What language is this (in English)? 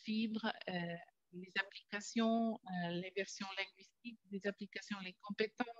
French